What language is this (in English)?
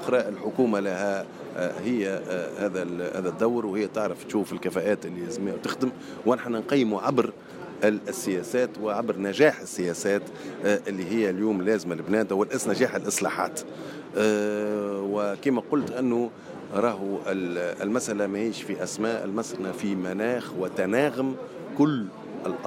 Tunisian Arabic